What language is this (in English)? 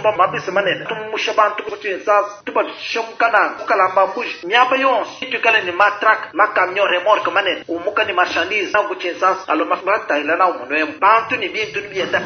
Luba-Lulua